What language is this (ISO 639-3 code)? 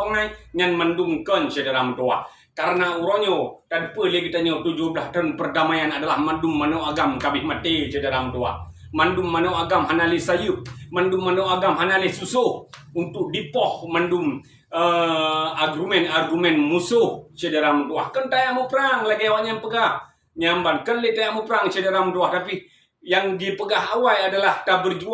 ace